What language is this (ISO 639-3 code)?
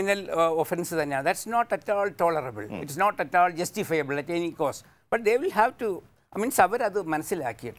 mal